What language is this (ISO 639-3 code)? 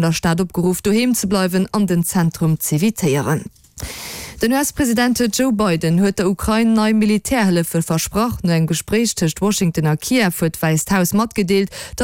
ltz